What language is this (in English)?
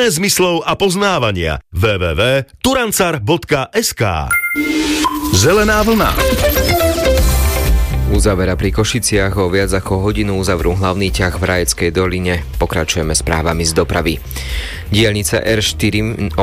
Slovak